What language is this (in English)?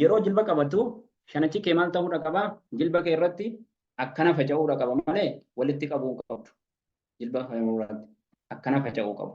Oromo